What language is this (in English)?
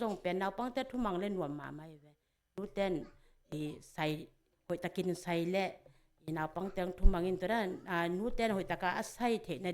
Tedim Chin